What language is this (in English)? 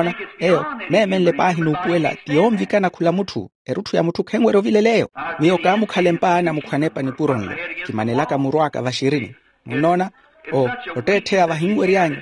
Makhuwa